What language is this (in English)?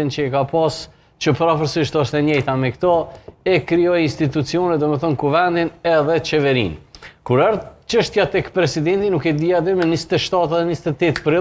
Albanian